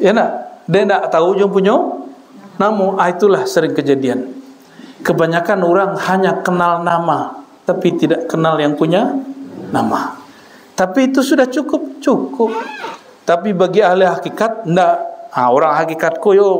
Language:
Minangkabau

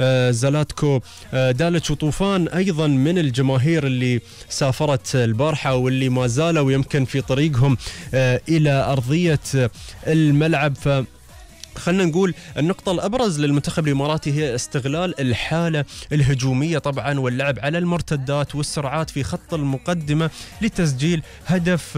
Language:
Gulf Arabic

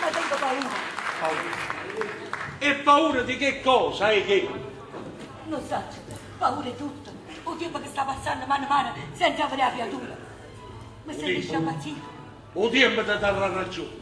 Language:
Neapolitan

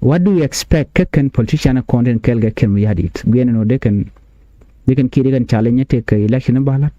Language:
Nuer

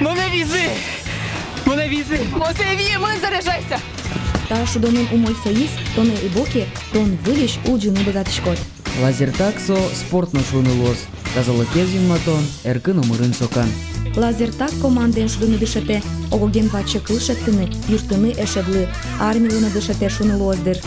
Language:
Udmurt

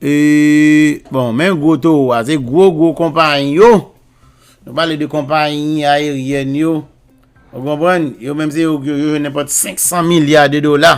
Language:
Haitian Creole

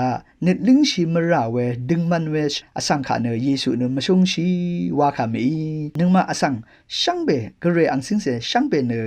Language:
Rawang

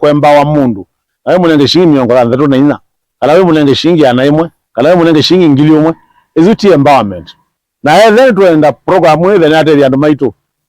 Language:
Kamba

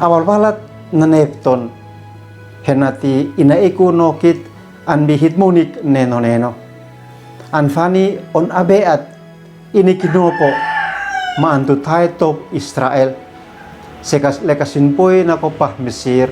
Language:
Uab Meto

